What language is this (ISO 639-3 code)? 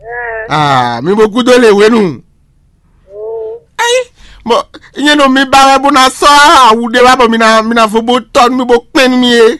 fon